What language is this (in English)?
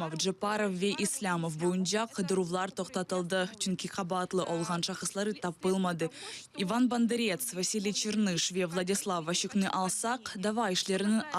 Crimean Tatar